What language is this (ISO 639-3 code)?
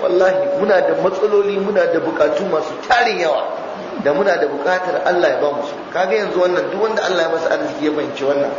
hau